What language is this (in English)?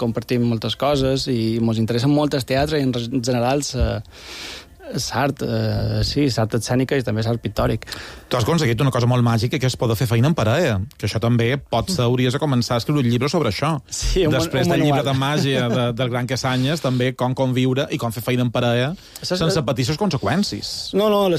Catalan